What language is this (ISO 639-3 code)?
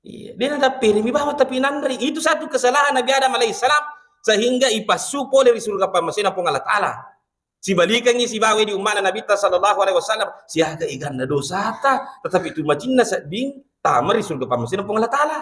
bug